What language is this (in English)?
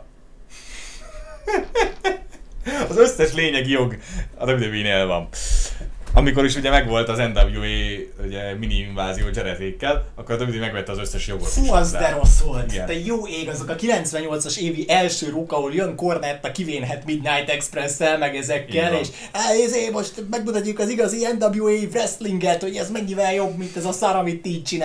Hungarian